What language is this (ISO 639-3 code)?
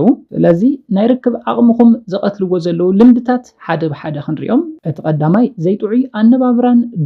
tir